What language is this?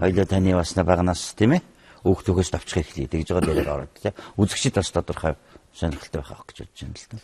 Mongolian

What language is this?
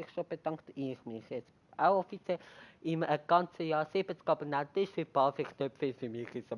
Swiss German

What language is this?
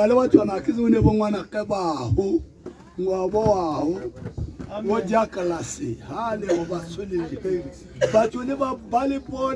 Tswana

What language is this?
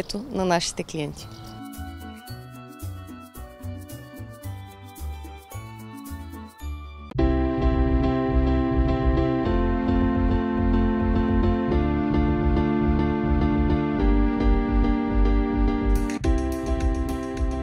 Bulgarian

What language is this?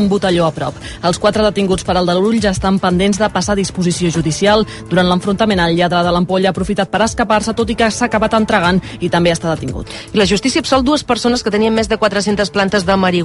Catalan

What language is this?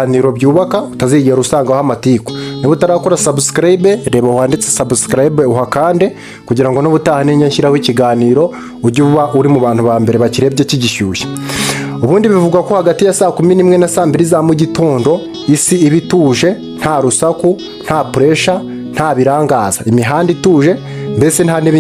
Kinyarwanda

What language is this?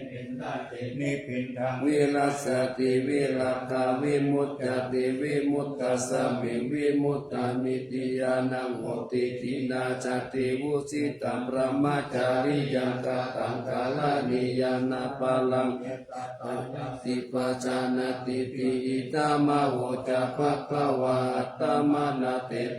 Pali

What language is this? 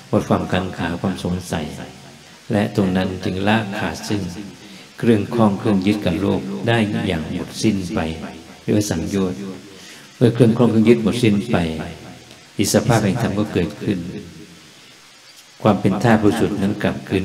Thai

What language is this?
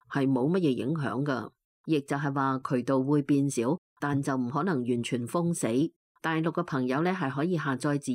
Cantonese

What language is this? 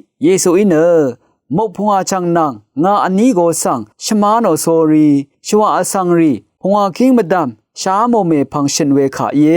Rawang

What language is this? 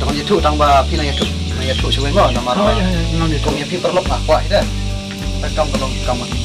Khasi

